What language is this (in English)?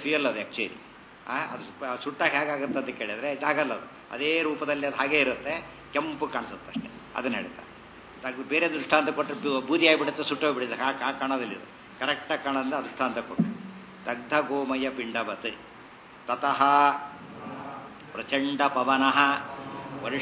Kannada